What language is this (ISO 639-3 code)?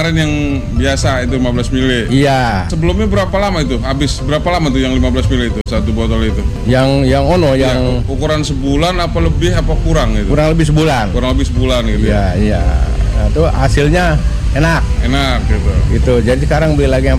ind